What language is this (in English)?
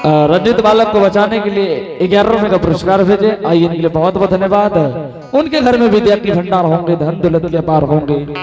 Angika